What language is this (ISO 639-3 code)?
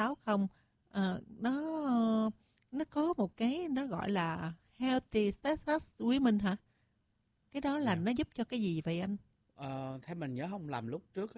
vie